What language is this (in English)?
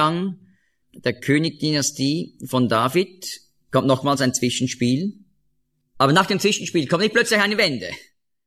German